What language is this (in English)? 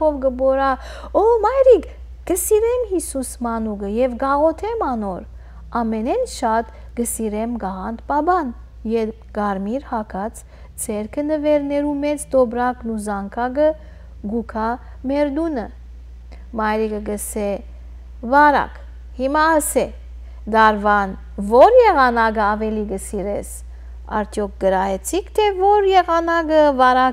Western Armenian